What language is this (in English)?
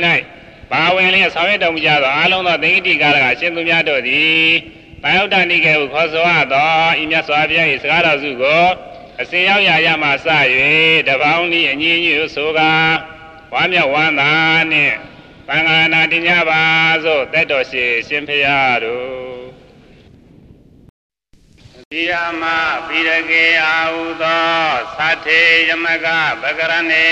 Burmese